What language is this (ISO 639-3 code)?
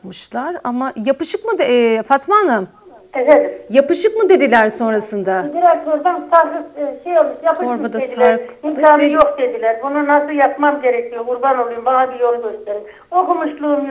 tur